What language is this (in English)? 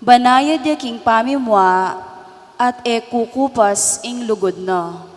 Pampanga